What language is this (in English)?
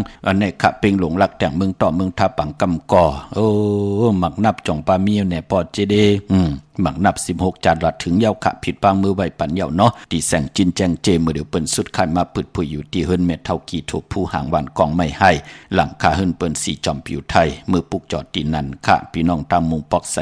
Shan